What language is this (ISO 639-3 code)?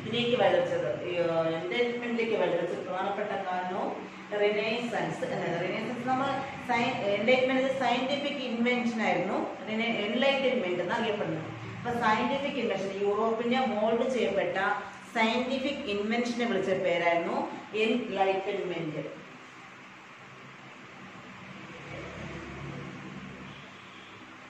mal